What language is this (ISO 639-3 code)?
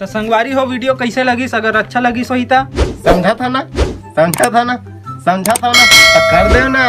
hne